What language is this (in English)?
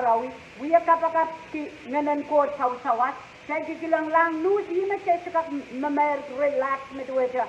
Pohnpeian